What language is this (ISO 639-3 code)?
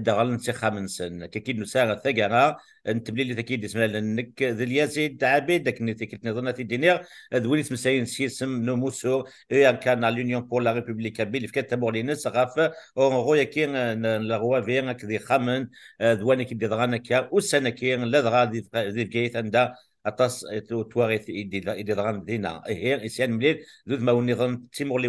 kab